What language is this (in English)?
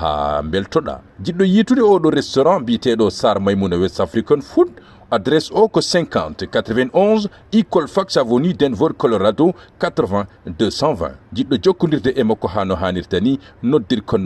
Fula